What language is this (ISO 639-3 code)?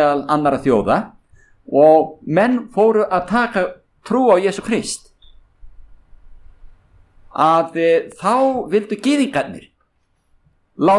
isl